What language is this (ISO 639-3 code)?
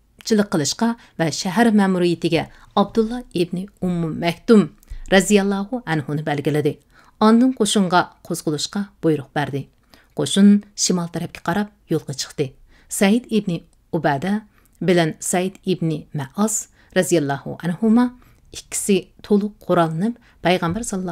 uig